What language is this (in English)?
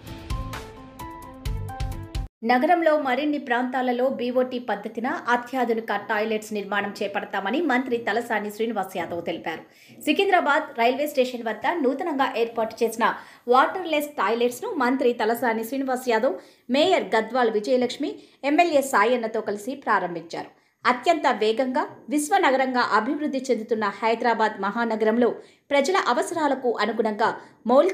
Telugu